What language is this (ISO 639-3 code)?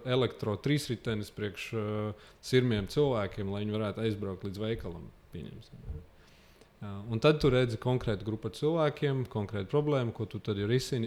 lav